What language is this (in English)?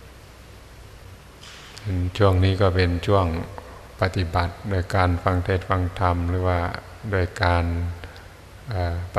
Thai